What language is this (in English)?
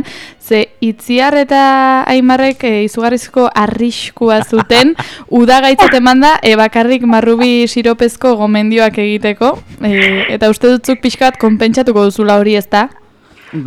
Basque